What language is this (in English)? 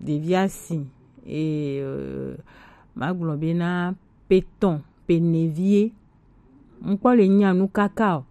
Gen